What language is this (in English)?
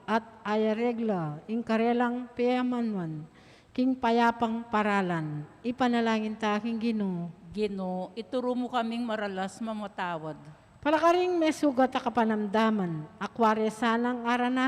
Pampanga